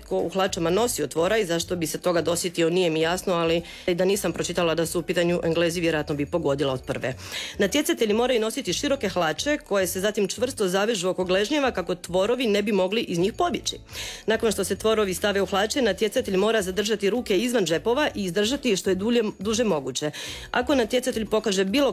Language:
Croatian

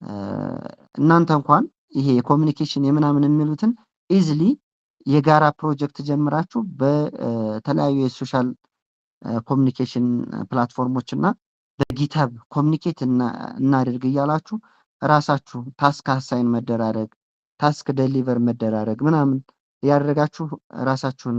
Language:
Amharic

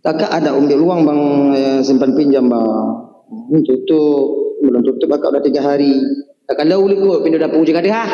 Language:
Achinese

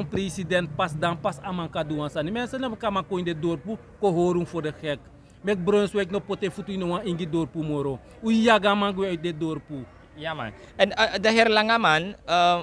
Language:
Sranan Tongo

